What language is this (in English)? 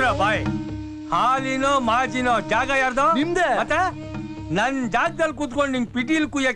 Kannada